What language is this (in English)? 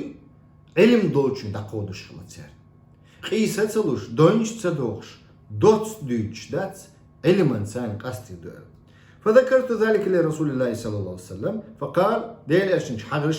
Chechen